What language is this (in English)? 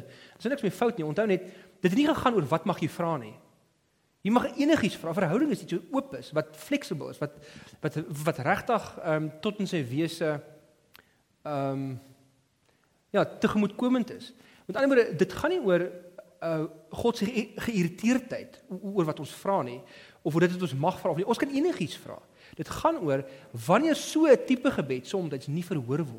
Afrikaans